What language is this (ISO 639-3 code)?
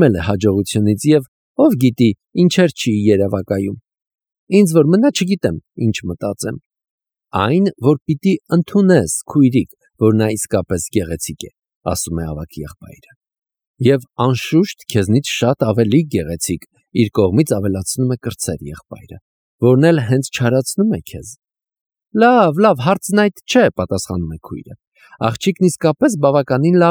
hye